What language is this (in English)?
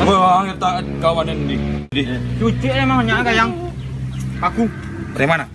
Minangkabau